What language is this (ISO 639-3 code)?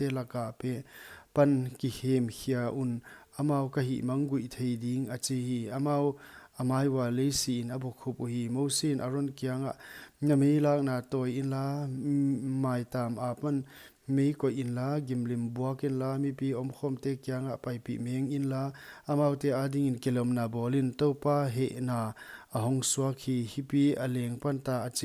pck